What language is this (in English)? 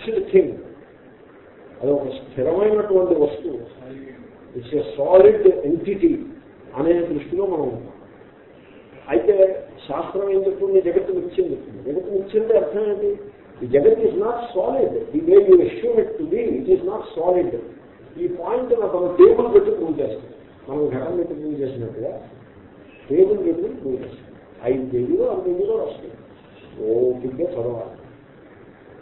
Telugu